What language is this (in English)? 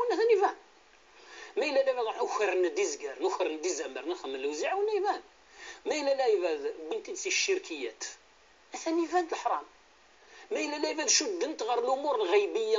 Kabyle